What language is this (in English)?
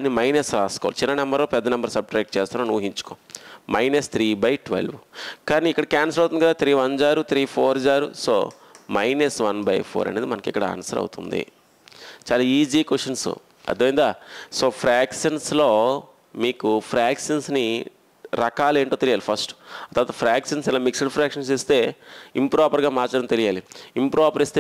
Telugu